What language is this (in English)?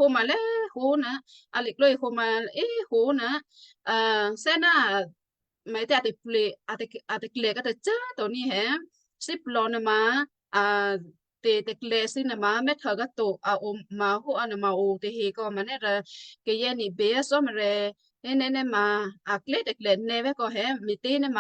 Western Kayah